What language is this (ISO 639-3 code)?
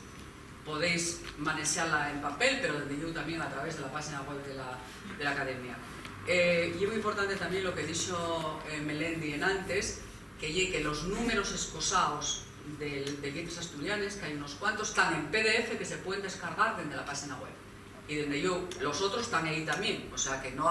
ast